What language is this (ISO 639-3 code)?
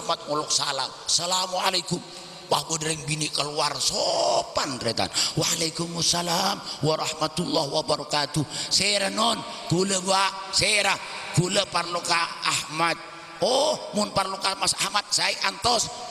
mad